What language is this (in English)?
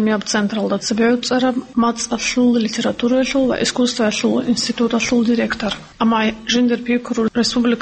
Avaric